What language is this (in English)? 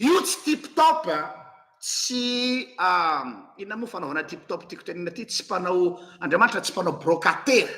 Malagasy